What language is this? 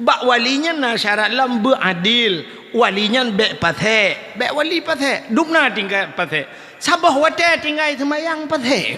Achinese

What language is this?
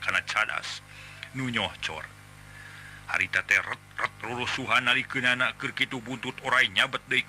Sundanese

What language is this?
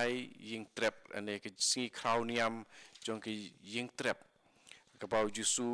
Khasi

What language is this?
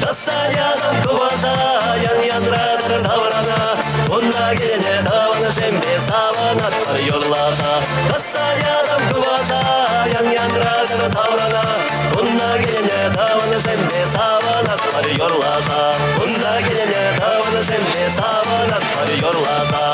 Chuvash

